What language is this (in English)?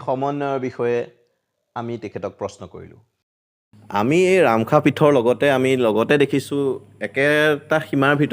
Assamese